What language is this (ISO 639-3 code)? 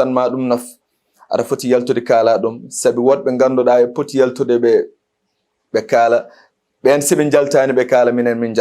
ful